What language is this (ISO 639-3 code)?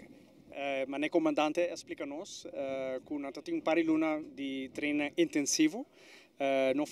pap